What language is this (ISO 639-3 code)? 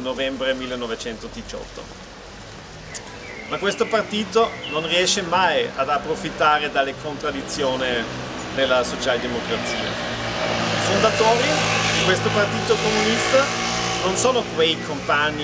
ita